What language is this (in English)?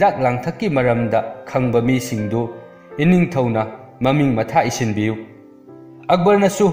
Manipuri